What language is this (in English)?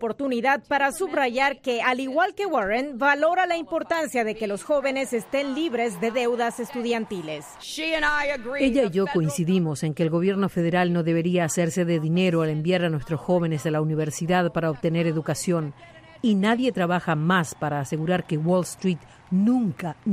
Spanish